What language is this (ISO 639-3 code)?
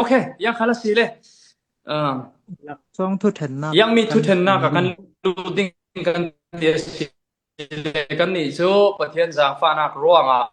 cfm